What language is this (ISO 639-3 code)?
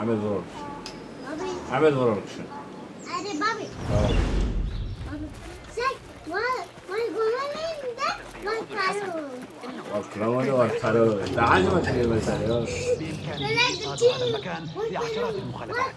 kur